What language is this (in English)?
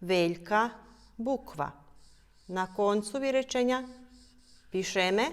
Rusyn